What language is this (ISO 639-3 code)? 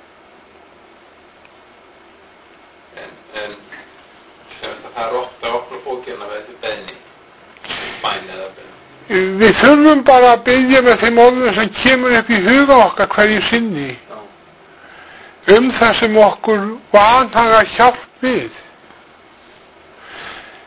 isl